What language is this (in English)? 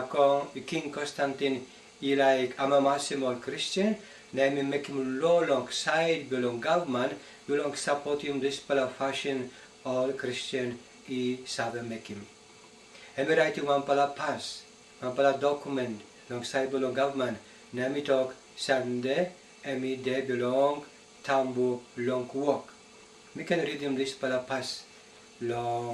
Tok Pisin